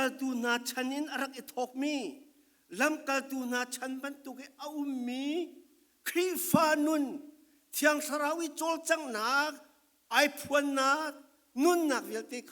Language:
Falam Chin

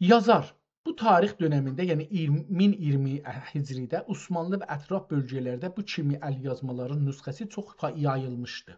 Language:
South Azerbaijani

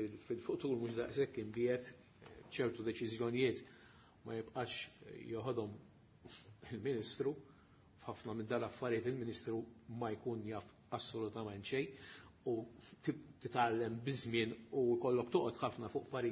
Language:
Maltese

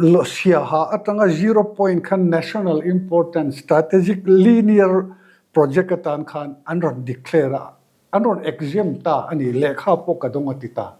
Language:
Mizo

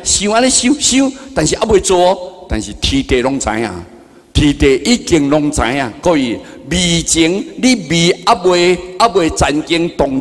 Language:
Min Nan Chinese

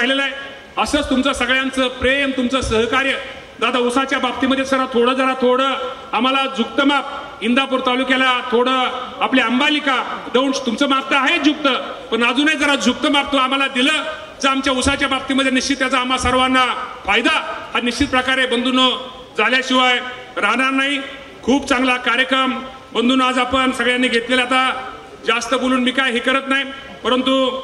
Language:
Marathi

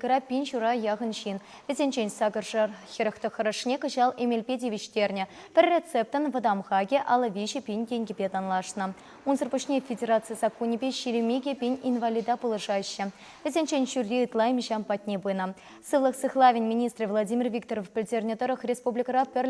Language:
Chuvash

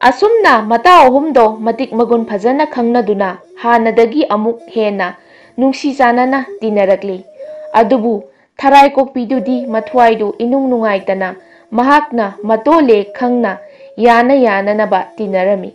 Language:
Manipuri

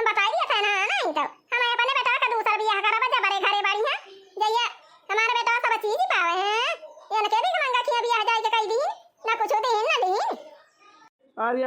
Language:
Awadhi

